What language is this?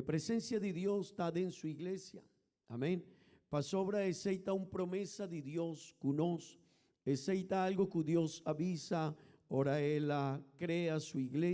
Papiamento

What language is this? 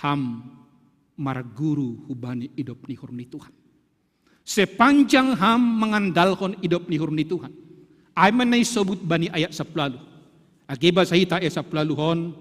Batak Simalungun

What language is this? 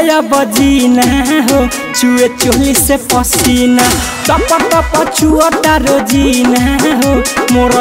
Bhojpuri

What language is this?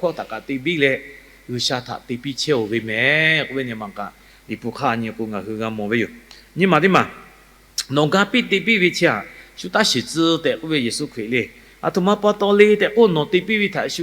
Lahu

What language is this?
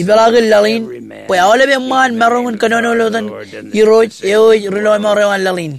Marshallese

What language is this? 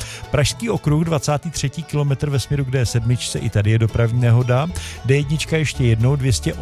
Czech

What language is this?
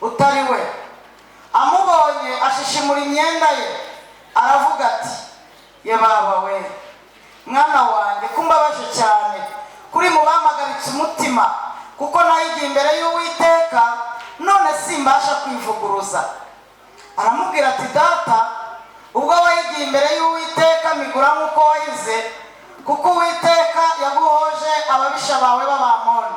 Kinyarwanda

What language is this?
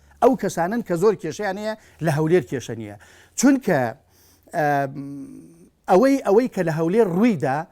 Central Kurdish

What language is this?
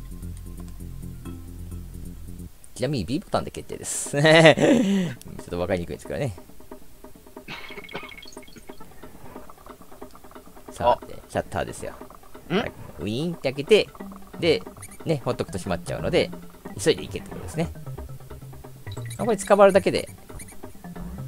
Japanese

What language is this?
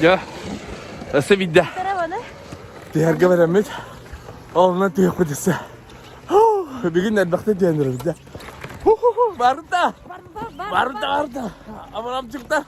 Yakut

